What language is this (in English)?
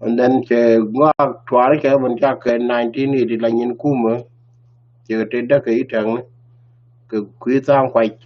Nuer